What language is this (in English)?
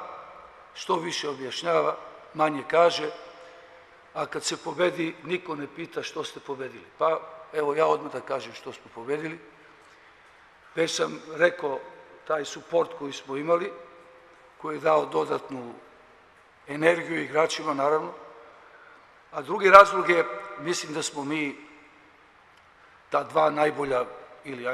Serbian